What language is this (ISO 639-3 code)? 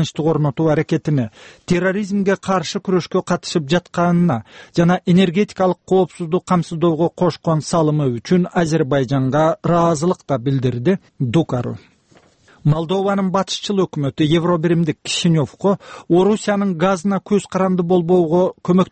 kir